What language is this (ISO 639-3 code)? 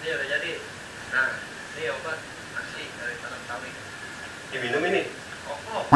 bew